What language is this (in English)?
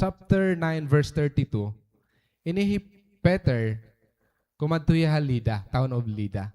Waray